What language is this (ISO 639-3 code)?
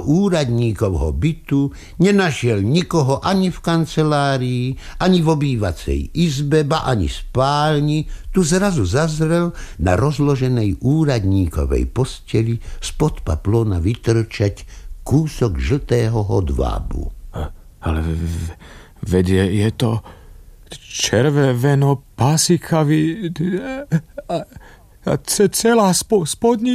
slk